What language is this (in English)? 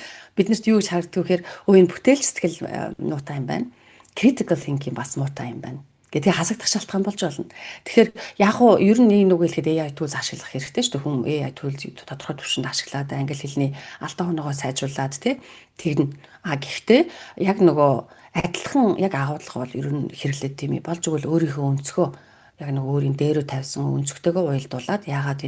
Mongolian